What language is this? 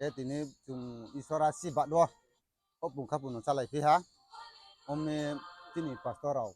Riang (India)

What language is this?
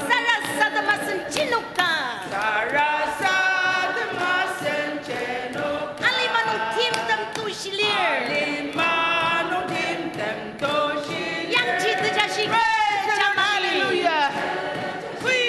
Ao Naga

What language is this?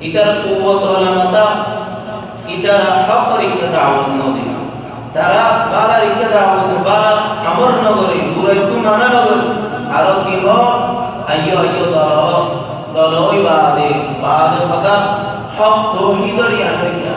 Rohingya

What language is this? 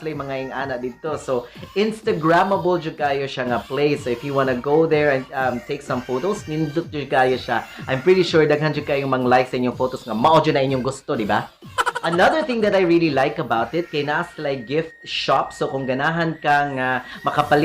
Cebuano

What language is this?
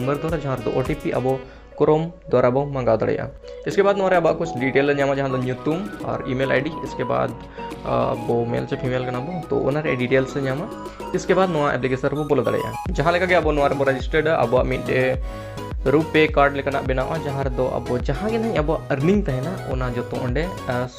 Santali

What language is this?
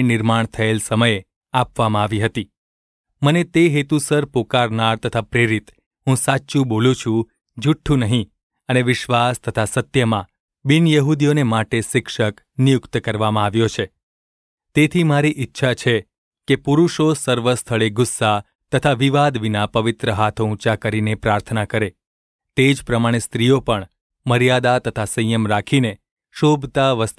Gujarati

